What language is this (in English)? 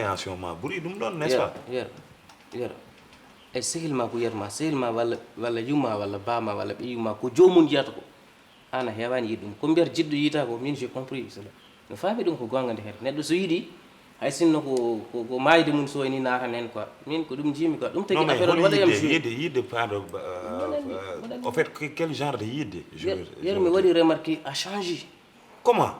Fula